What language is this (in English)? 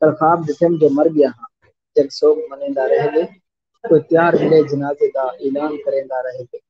Saraiki